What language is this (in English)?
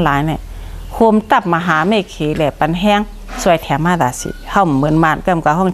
Shan